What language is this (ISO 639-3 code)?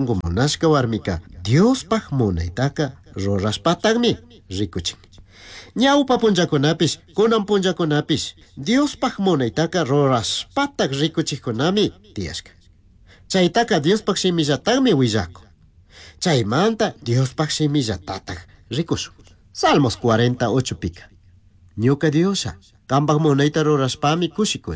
qug